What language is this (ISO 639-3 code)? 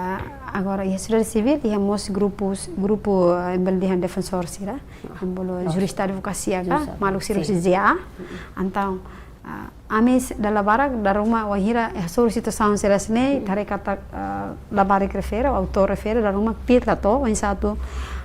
tet